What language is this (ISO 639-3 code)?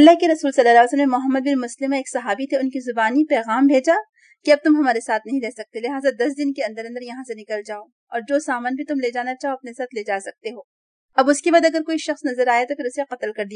urd